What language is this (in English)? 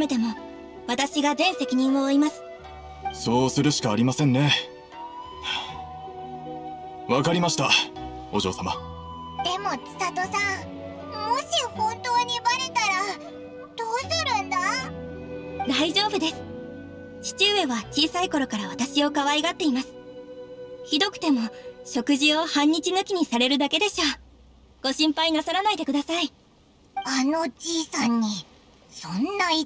Japanese